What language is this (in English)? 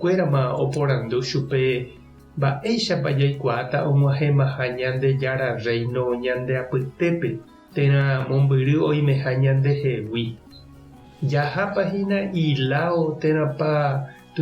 Guarani